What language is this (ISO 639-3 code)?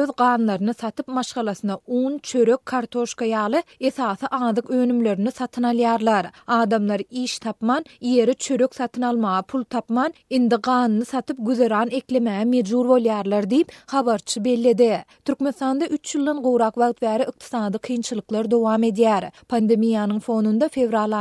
tuk